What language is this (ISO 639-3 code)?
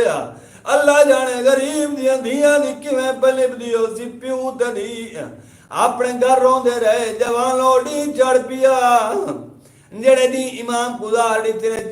skr